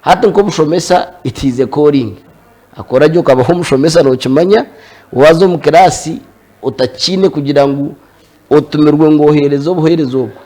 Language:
Nyankole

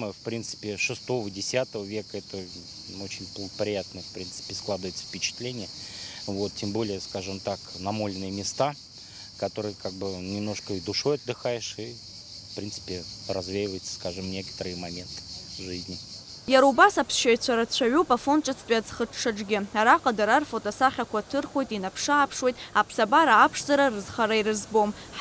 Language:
Abkhazian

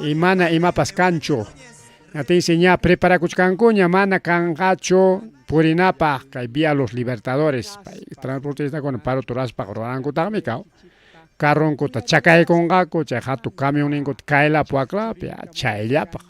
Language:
Ayacucho Quechua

